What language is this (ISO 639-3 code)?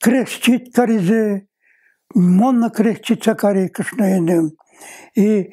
udm